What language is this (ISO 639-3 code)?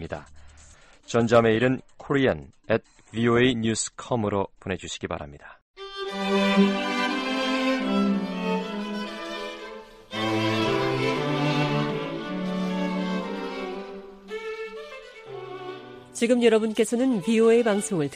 kor